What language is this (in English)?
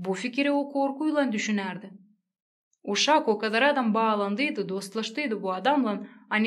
Gagauz